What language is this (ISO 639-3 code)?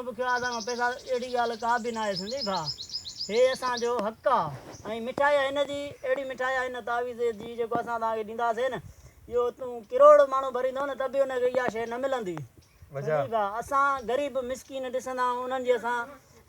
snd